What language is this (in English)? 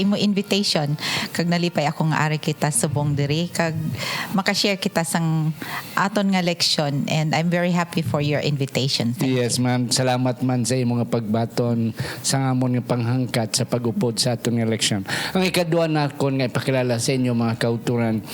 Hiligaynon